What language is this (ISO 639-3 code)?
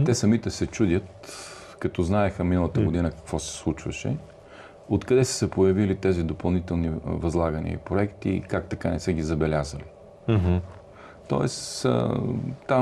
bul